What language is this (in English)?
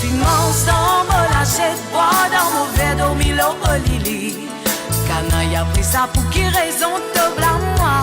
Morisyen